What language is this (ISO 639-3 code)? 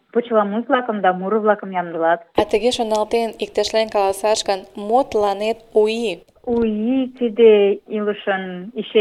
chm